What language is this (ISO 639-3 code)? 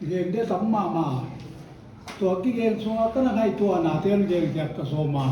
pck